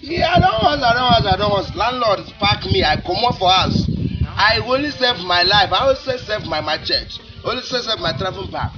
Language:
Nigerian Pidgin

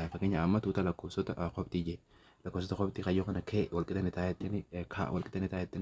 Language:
Oromo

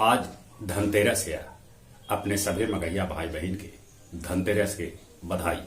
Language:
Magahi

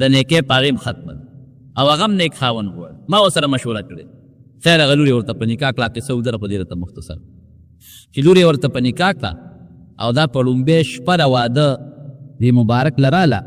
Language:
Pashto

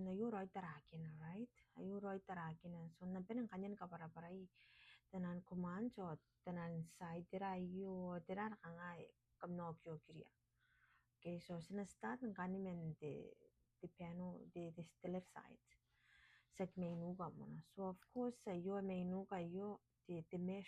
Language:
Gilbertese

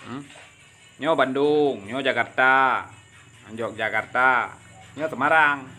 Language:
Achinese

